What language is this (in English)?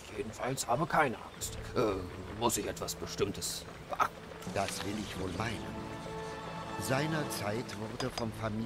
German